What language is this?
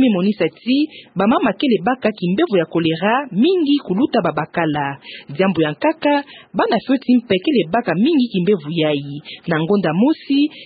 Kituba (Democratic Republic of Congo)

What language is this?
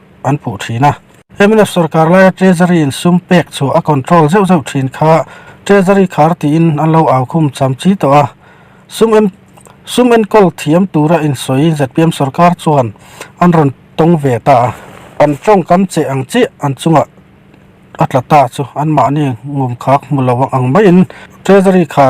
Mizo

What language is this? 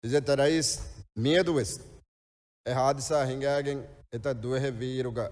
Divehi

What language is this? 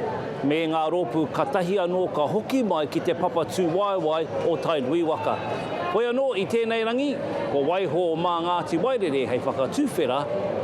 Māori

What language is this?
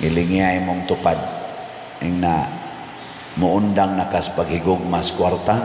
Cebuano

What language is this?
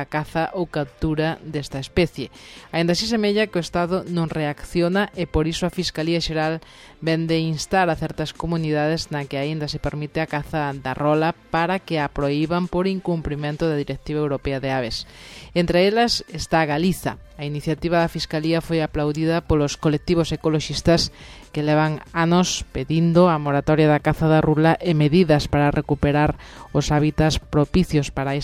Galician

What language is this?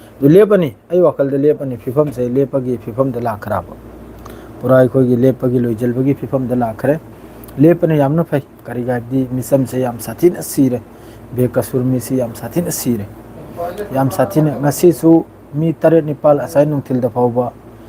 Manipuri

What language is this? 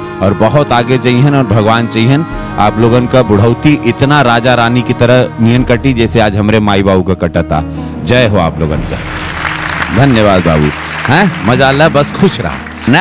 Bhojpuri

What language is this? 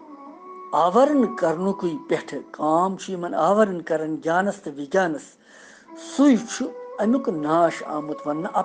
Kashmiri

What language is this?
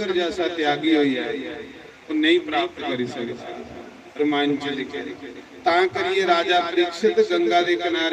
Dogri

